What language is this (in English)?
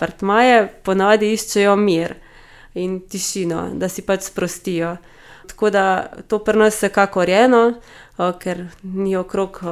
Slovenian